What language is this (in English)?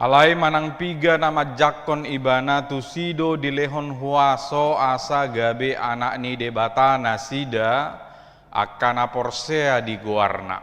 Batak Toba